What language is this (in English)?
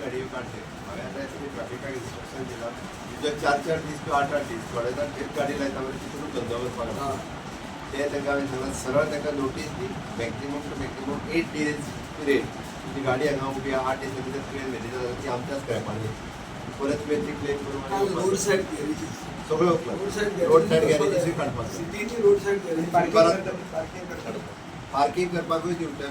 Konkani